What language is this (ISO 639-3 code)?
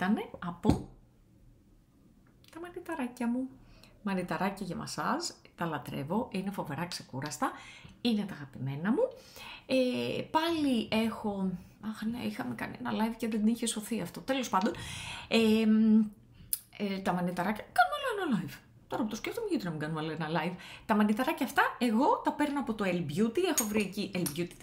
ell